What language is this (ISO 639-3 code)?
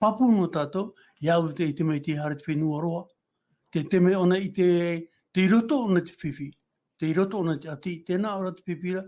tah